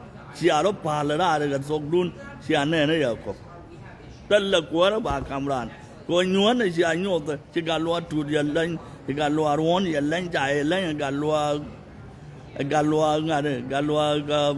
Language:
Nuer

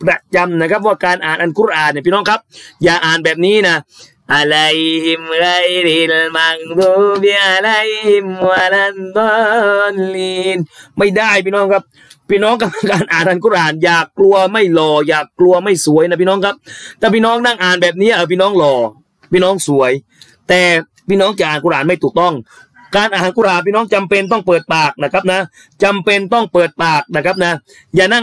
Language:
Thai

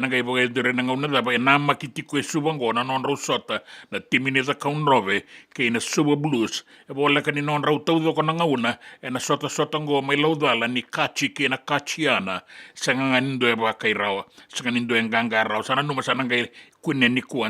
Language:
Fijian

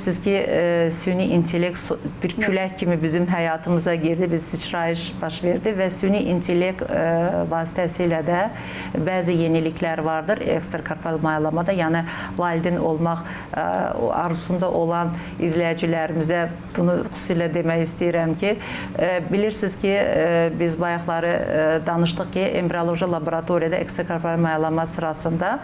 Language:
Azerbaijani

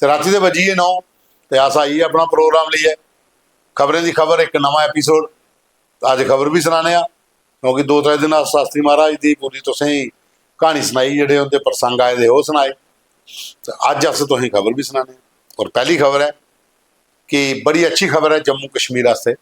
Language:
Dogri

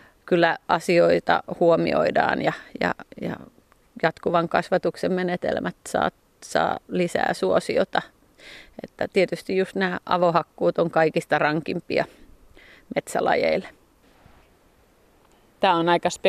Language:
Finnish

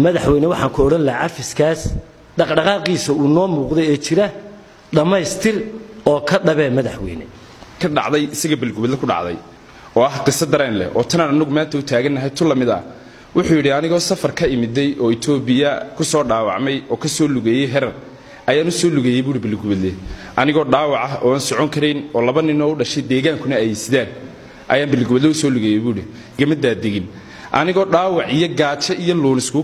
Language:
Somali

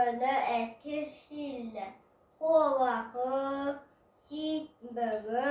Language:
Yakut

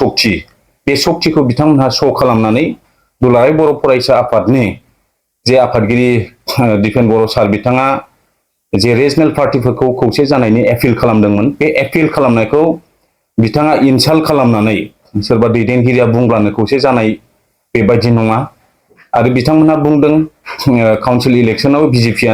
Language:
Bodo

